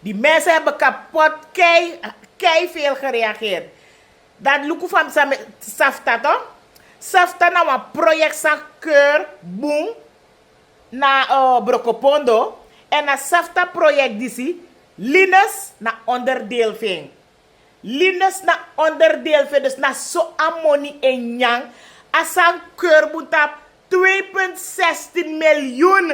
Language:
Sranan Tongo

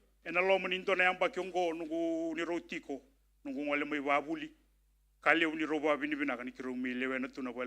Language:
Fijian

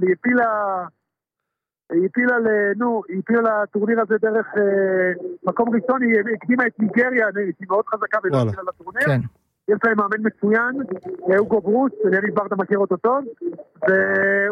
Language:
Hebrew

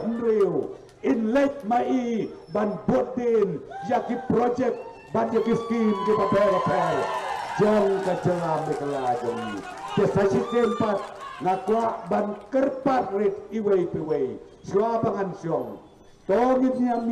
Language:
Khasi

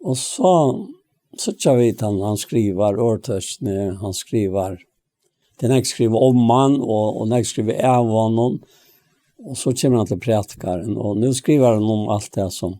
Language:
Faroese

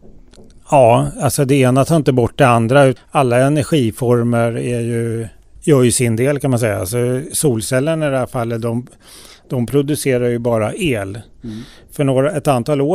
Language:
Swedish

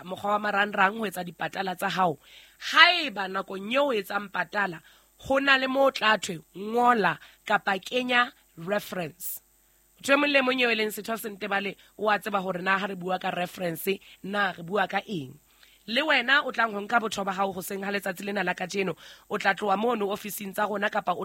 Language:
Southern Sotho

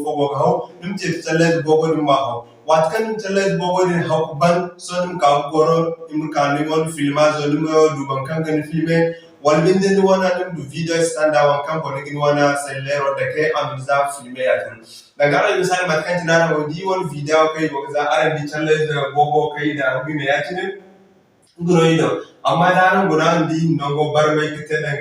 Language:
Zarma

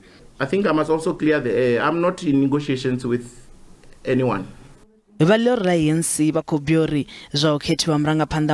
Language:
Venda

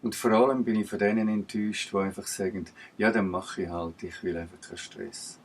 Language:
Swiss German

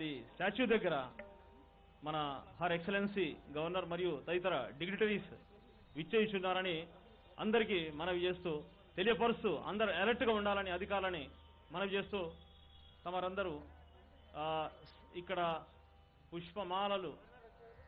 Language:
Telugu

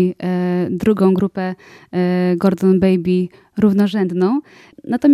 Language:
Polish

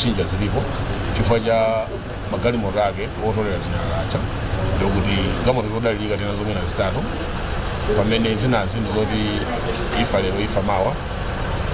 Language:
Nyanja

